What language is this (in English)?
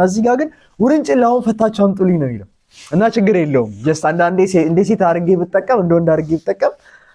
Amharic